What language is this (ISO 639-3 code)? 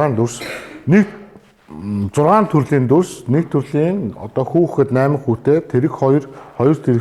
mon